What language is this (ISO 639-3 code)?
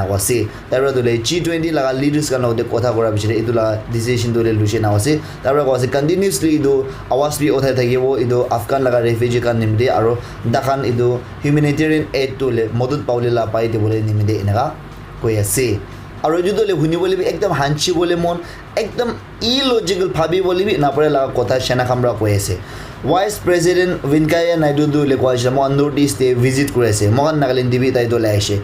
nag